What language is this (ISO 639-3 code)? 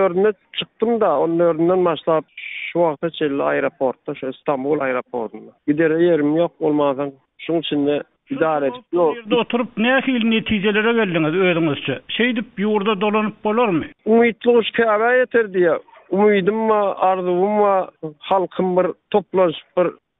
tuk